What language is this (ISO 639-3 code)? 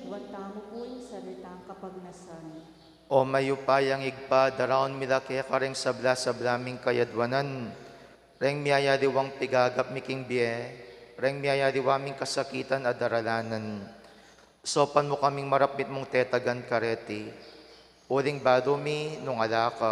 pam